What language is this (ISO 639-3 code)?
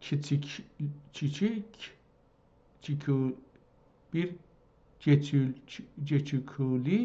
azb